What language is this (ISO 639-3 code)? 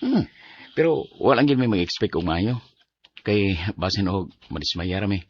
ceb